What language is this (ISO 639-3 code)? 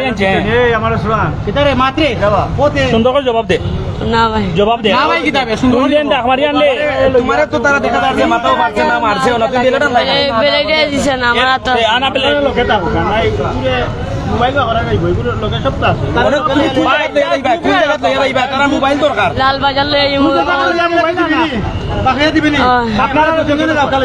syl